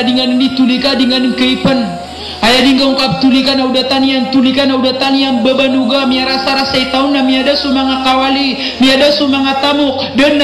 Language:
Maranao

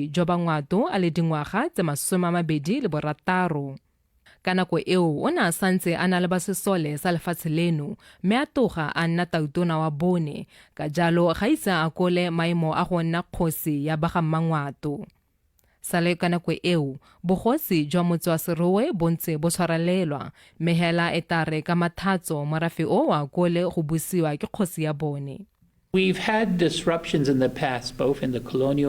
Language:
Tswana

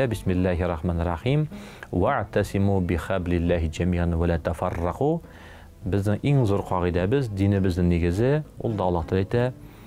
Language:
Tatar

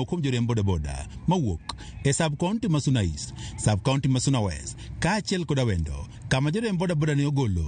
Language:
Luo (Kenya and Tanzania)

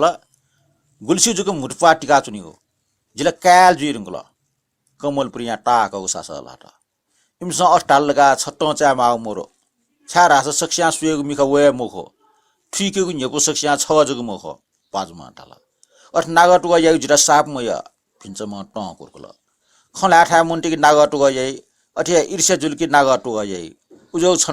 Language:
Newari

